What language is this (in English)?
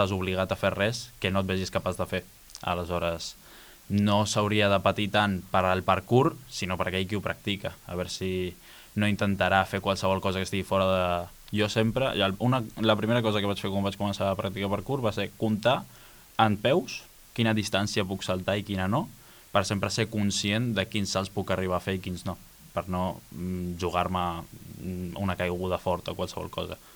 Catalan